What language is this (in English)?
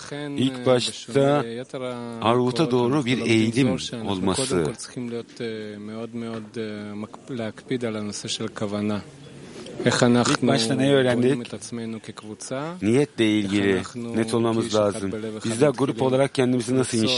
Hebrew